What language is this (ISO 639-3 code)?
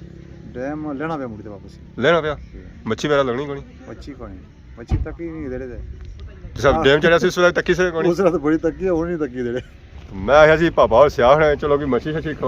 phr